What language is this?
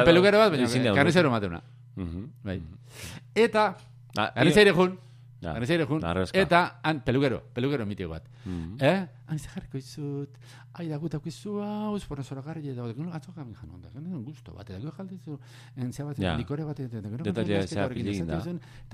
Basque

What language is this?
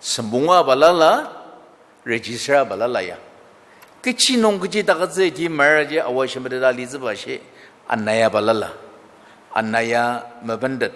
Ao Naga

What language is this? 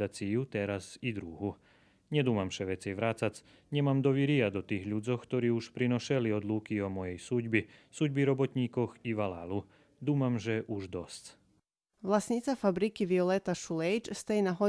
Rusyn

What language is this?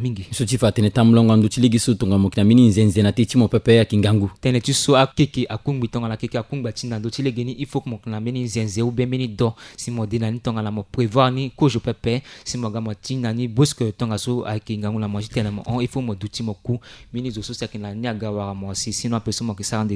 Sango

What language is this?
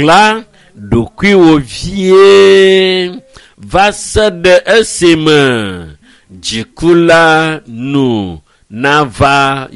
Ewe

